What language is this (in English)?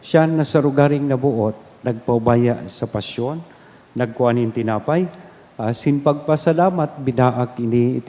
Bikol